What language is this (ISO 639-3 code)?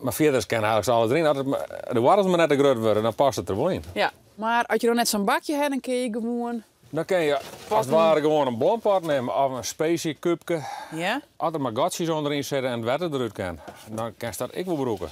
fry